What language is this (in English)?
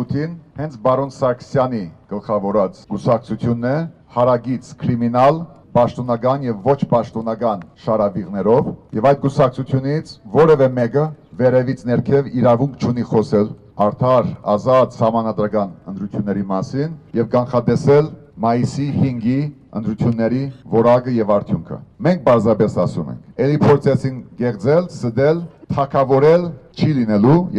Armenian